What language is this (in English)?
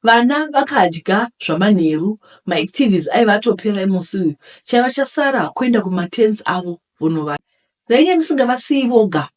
Shona